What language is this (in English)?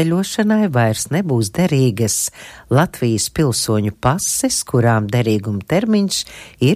Latvian